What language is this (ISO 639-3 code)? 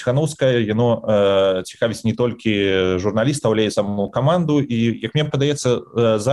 bel